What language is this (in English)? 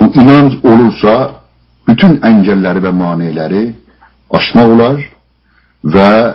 South Azerbaijani